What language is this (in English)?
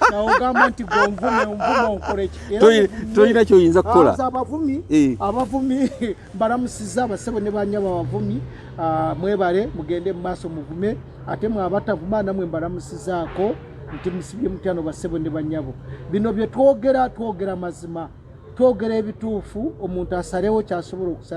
Ganda